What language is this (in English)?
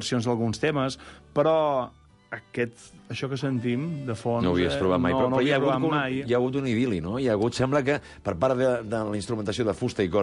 Catalan